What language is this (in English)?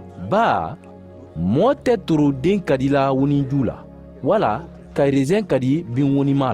Mandingo